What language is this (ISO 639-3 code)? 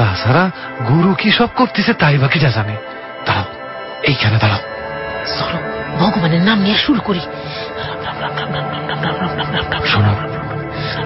ben